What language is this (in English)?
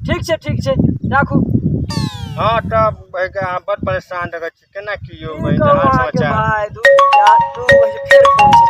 Maithili